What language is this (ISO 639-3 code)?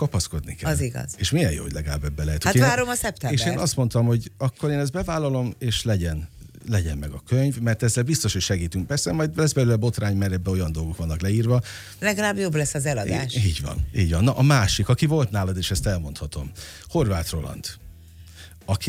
hun